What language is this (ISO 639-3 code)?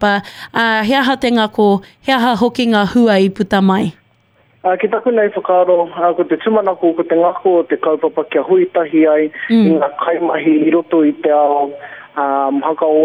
mri